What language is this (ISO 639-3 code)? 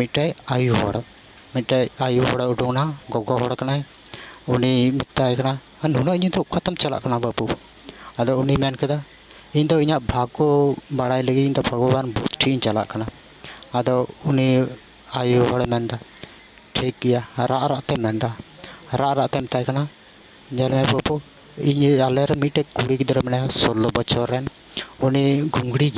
sat